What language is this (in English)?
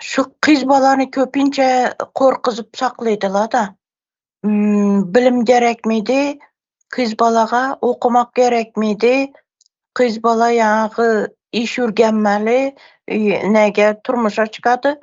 Turkmen